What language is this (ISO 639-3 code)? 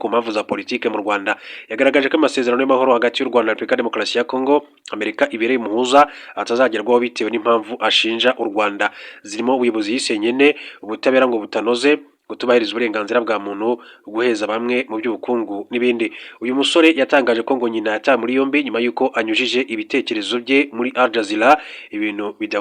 kin